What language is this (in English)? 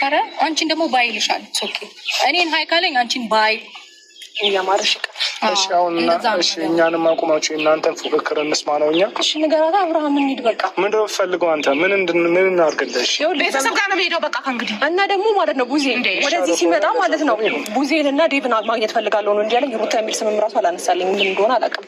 Amharic